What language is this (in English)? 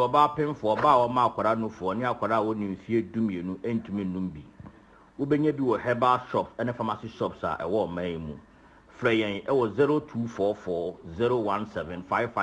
Akan